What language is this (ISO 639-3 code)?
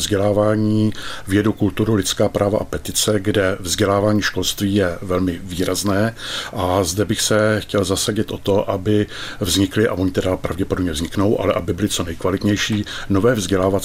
ces